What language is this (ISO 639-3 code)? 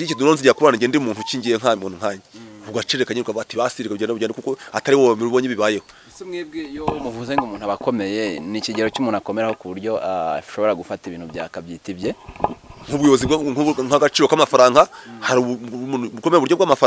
kin